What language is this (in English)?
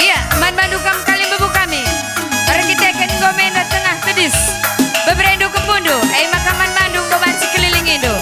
Batak Karo